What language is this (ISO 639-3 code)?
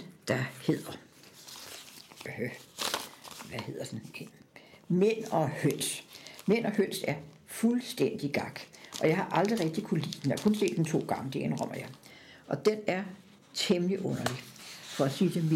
dan